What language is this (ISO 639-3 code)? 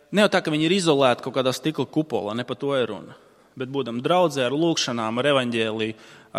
lav